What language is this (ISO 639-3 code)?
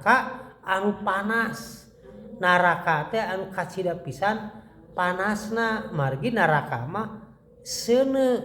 sun